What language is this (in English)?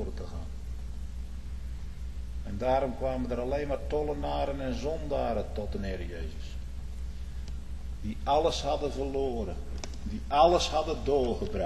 Dutch